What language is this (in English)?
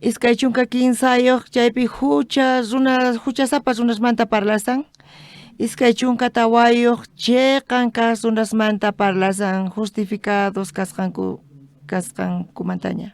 South Bolivian Quechua